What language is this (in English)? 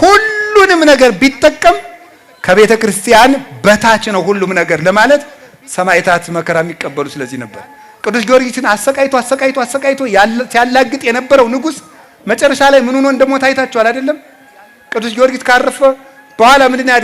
Amharic